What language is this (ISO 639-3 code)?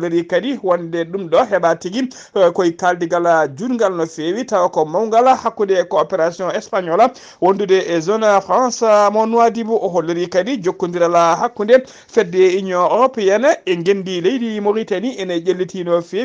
ful